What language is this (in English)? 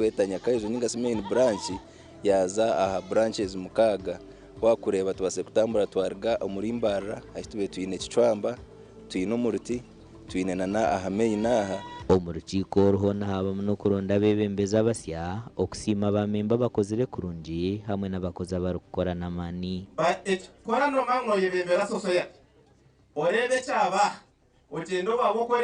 Nyankole